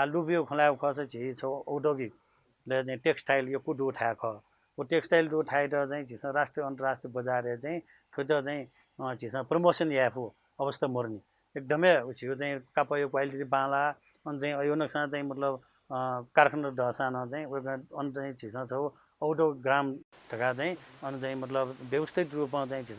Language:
Newari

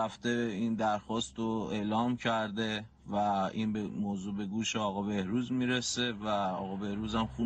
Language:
Persian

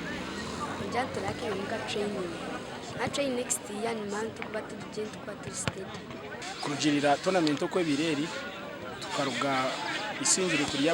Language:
Nyankole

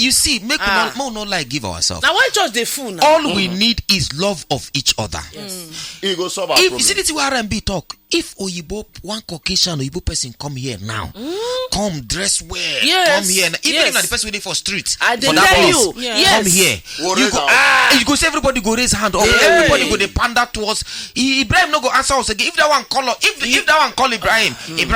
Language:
Nigerian Pidgin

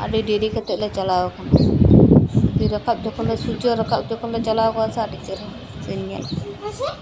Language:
Santali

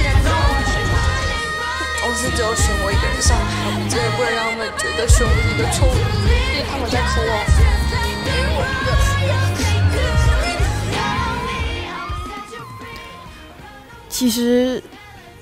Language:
Chinese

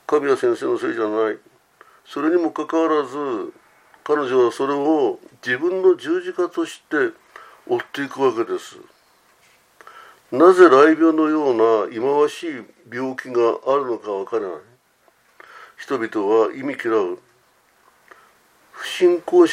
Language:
Japanese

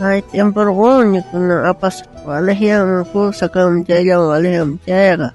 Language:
South Bolivian Quechua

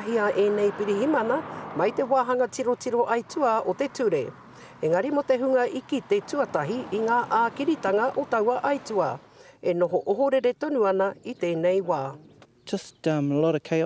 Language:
Māori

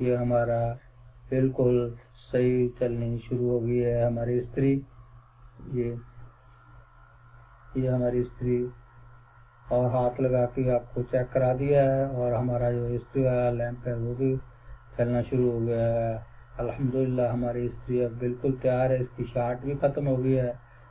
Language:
Urdu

